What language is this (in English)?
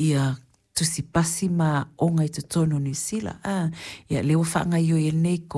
Samoan